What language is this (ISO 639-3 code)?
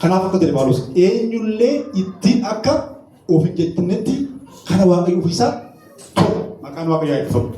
orm